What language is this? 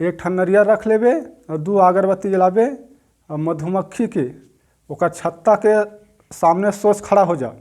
Chhattisgarhi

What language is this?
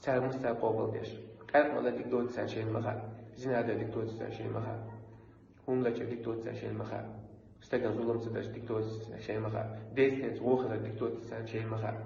Chechen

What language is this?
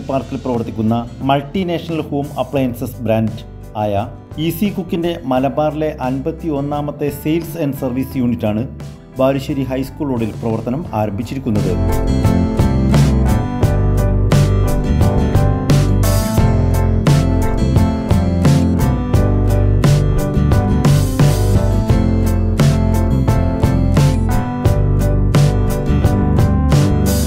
Malayalam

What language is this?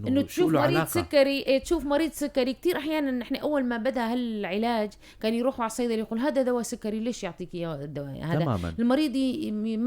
North Levantine Arabic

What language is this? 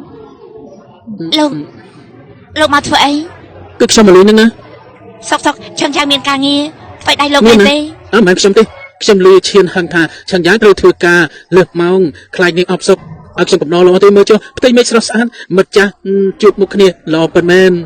Khmer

